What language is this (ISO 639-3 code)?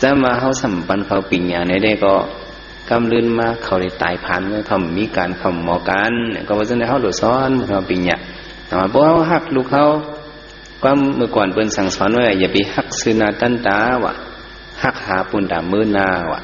shn